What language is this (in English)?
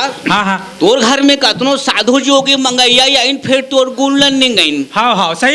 Chhattisgarhi